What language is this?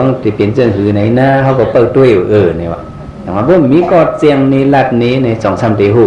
Shan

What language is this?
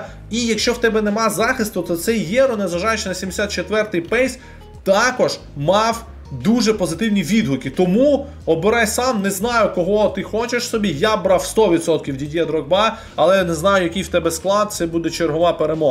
Ukrainian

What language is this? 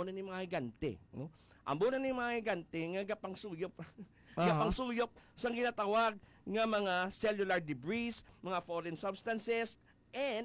Hiligaynon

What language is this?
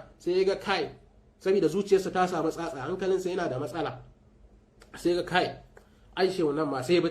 Hausa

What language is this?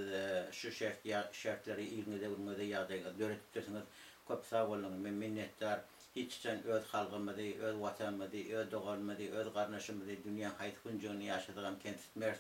Turkmen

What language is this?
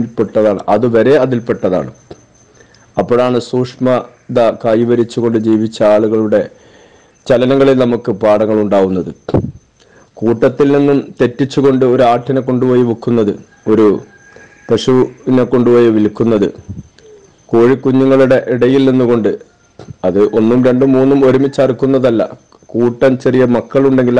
Malayalam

